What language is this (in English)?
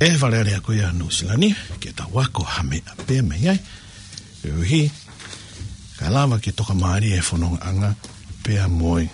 Tongan